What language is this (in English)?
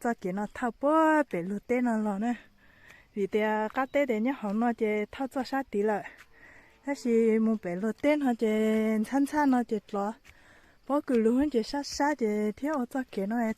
Hmong